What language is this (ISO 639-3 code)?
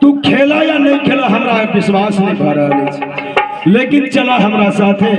mai